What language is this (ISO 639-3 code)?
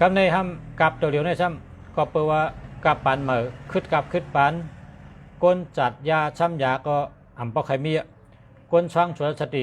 shn